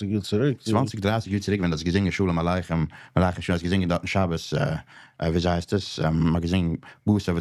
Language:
Yiddish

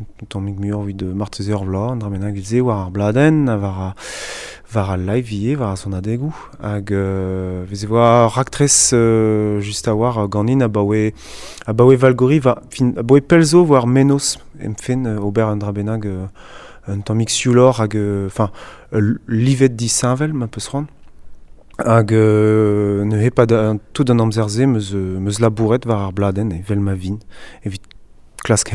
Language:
Breton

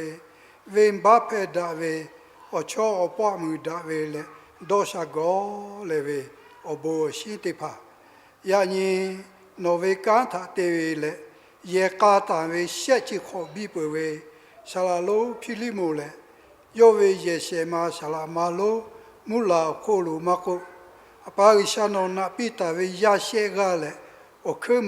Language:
Lahu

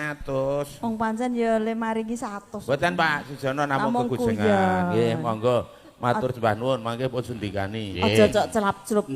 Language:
Javanese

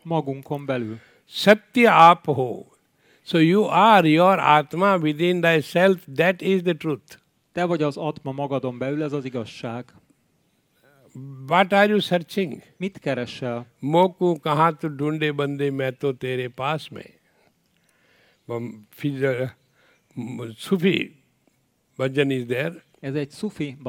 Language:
Hungarian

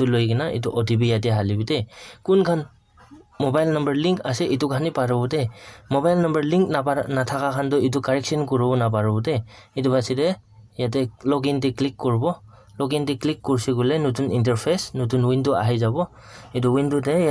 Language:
Naga Pidgin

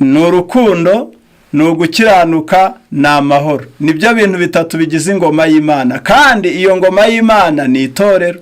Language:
Kinyarwanda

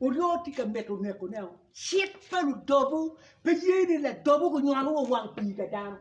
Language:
Acoli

